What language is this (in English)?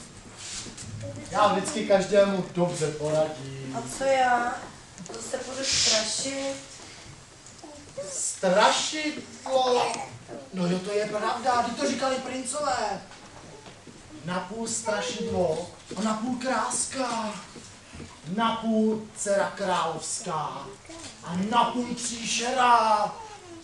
Czech